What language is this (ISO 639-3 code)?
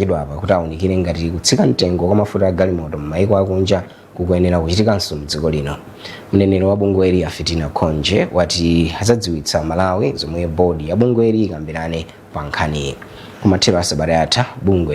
nya